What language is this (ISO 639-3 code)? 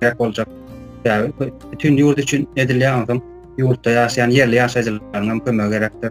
tuk